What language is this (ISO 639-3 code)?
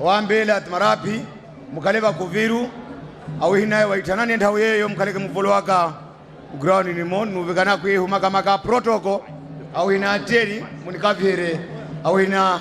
nya